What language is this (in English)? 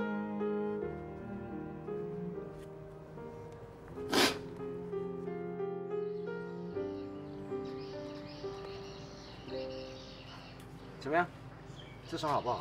Chinese